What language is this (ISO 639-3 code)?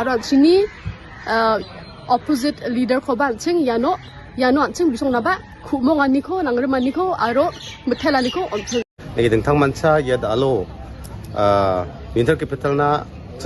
grt